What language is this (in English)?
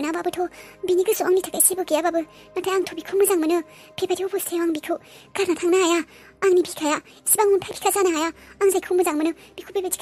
Bodo